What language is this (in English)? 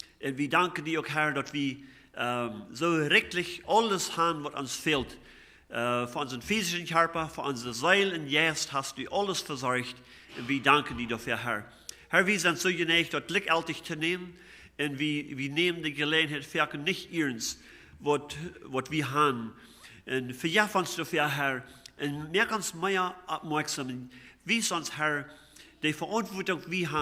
Plautdietsch